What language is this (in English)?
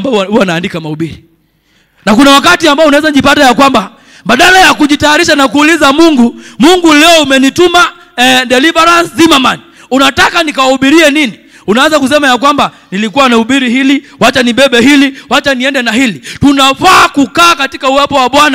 Swahili